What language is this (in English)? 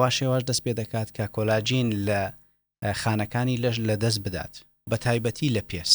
Central Kurdish